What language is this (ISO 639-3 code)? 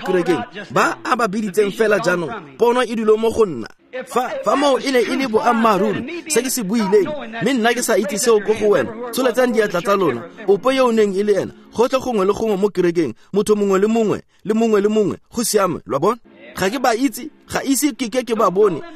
tsn